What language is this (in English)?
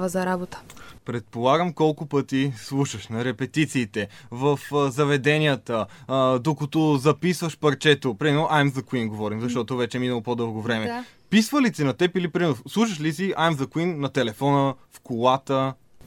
Bulgarian